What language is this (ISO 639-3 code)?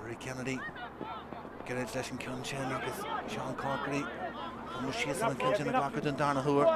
gle